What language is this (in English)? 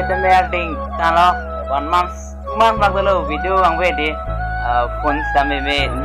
Karbi